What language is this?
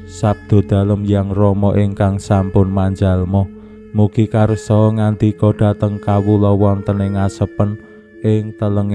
Javanese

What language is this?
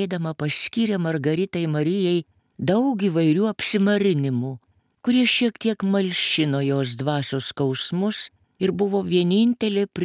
Lithuanian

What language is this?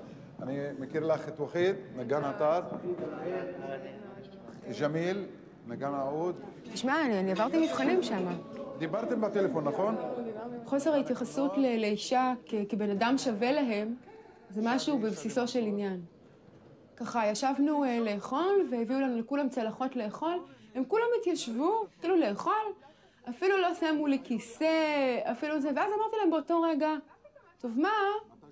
Hebrew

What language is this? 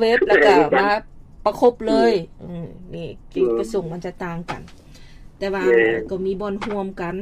Lao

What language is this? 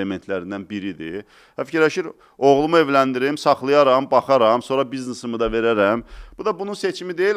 Azerbaijani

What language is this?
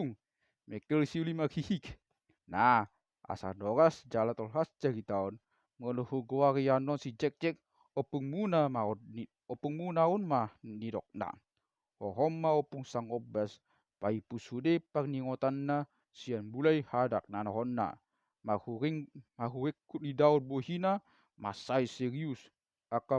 Batak Toba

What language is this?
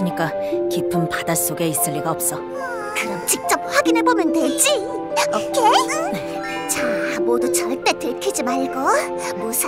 Korean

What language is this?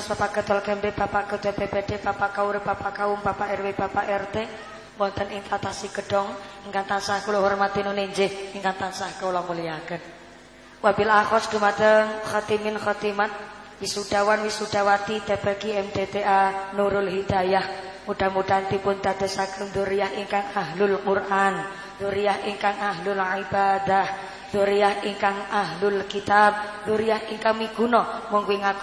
Javanese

